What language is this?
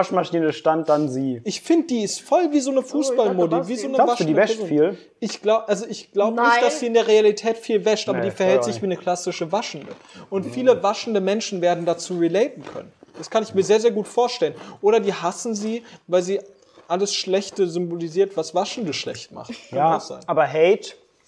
German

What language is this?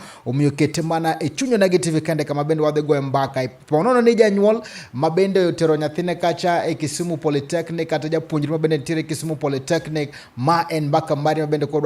Luo (Kenya and Tanzania)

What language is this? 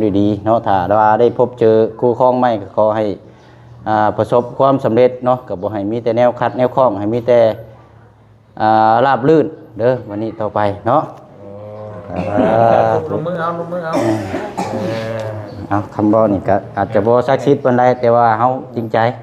Lao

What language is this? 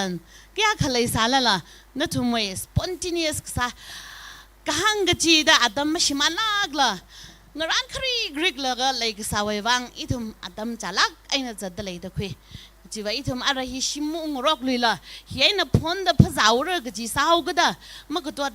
Tangkhul Naga (India)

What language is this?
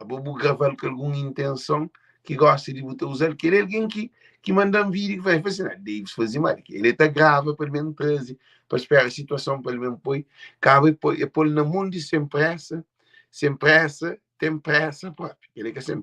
Kabuverdianu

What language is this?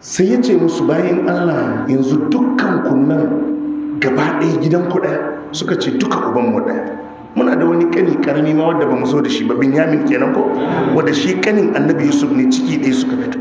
Hausa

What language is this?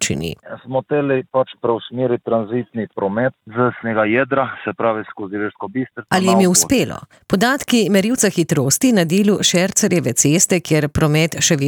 Slovenian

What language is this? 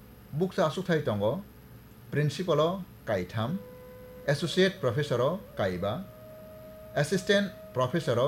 Kok Borok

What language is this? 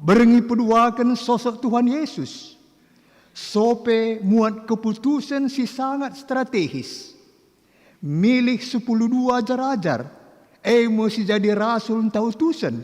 Batak Karo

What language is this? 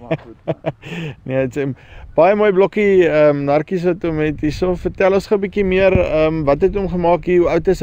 Afrikaans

